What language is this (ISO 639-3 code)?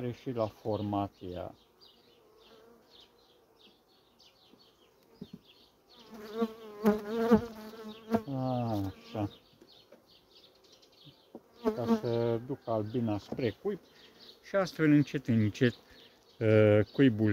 ron